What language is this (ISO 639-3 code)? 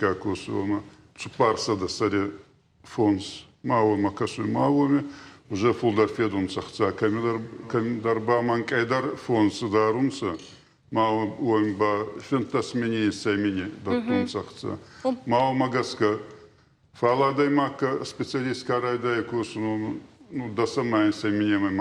oss